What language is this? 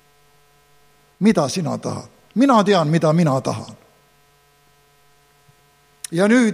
Estonian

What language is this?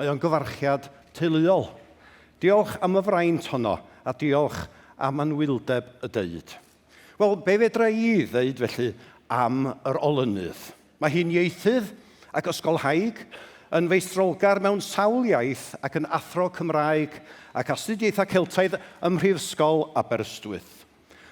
Welsh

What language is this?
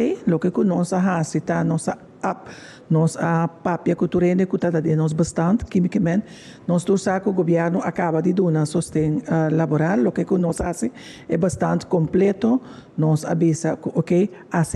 Papiamento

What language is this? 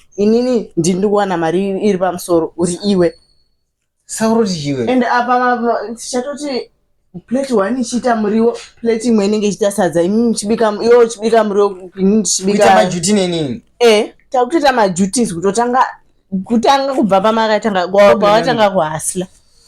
Shona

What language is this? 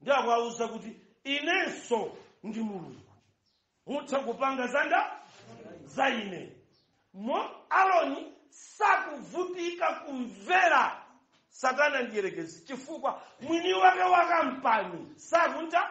Nyanja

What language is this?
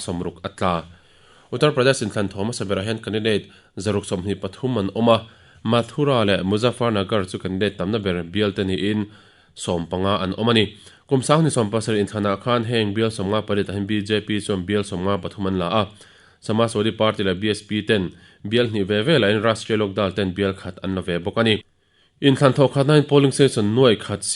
Mizo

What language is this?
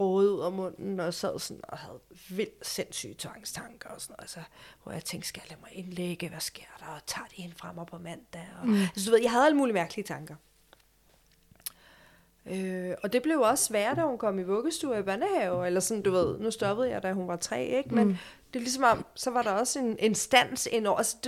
Danish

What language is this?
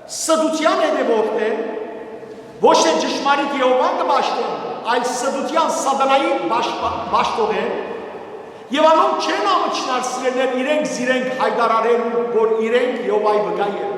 Western Armenian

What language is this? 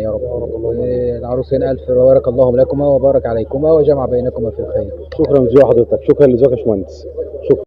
Egyptian Arabic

